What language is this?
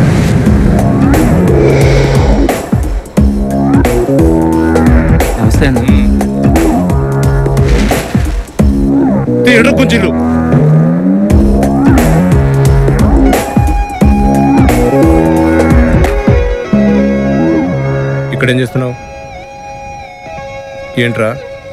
Telugu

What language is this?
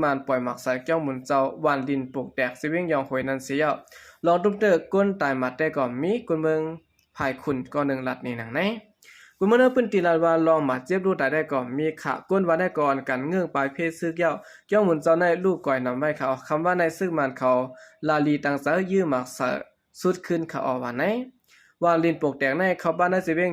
Shan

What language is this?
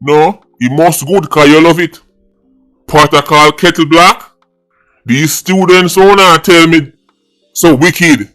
Jamaican Creole English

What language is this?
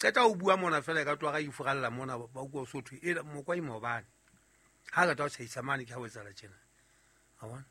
Southern Sotho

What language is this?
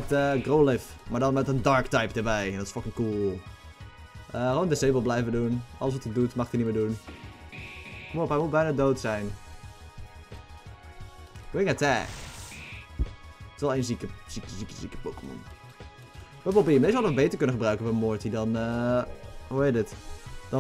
Dutch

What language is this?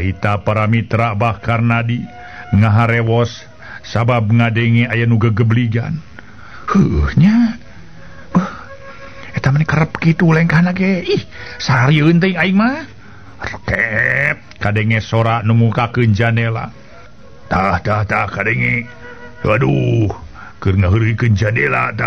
Sundanese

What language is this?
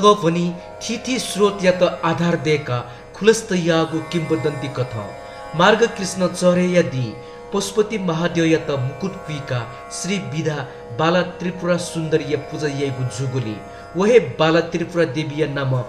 Newari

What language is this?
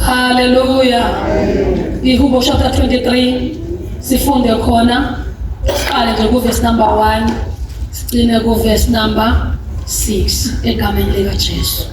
Zulu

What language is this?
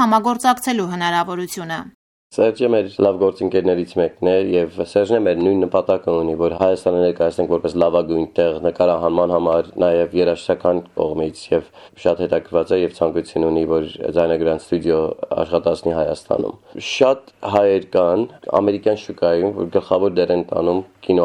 Armenian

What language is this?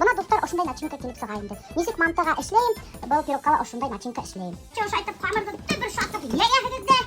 Bashkir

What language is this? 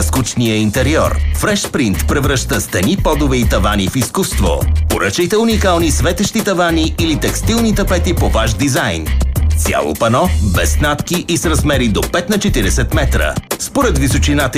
Bulgarian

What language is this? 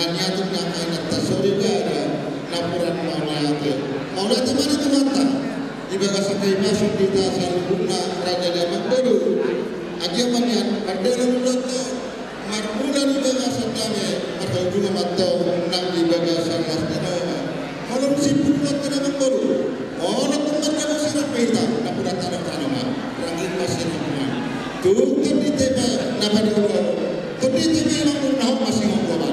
Batak Toba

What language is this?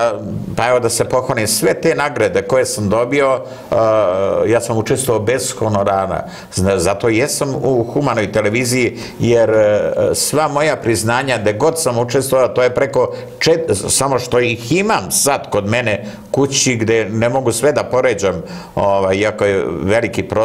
Serbian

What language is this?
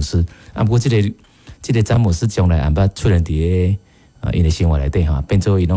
Min Nan Chinese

